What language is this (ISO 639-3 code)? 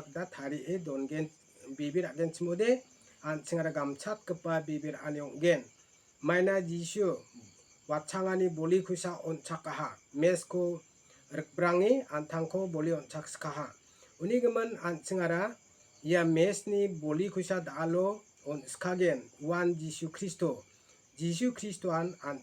grt